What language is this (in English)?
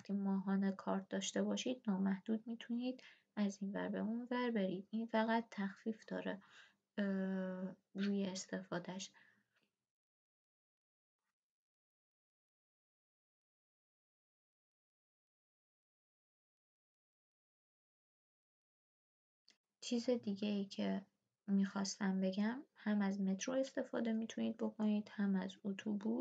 Persian